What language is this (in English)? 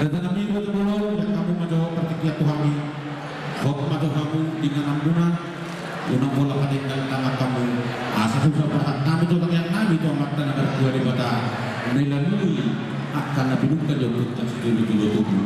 Batak Toba